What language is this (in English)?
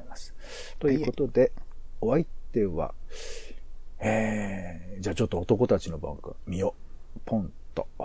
Japanese